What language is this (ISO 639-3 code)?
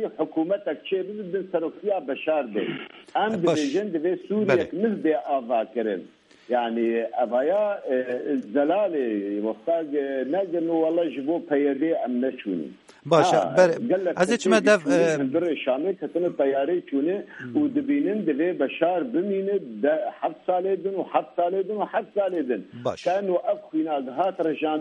kur